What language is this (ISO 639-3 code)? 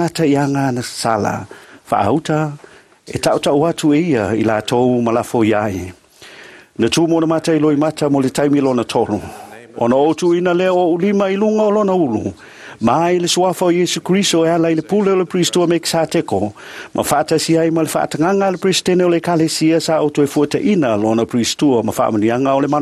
smo